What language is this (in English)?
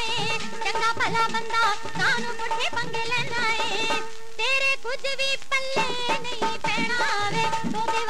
Punjabi